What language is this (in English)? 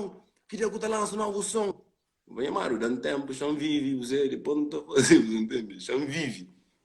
Kabuverdianu